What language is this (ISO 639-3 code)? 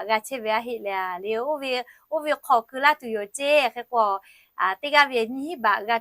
lhu